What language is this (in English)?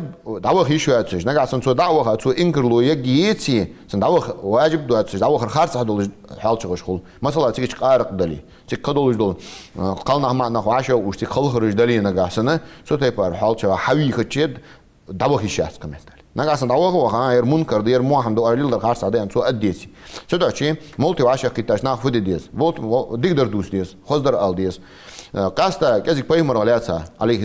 Ingush